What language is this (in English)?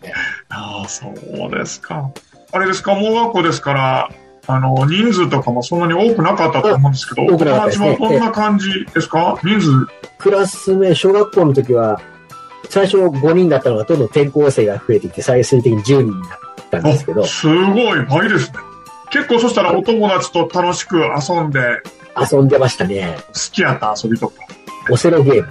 Japanese